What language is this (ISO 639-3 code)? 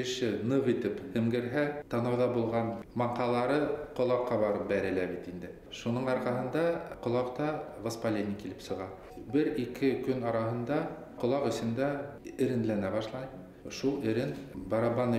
bak